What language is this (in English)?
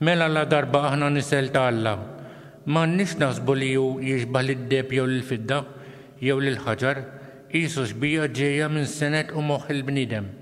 Maltese